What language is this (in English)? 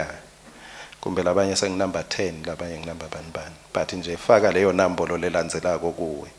Swati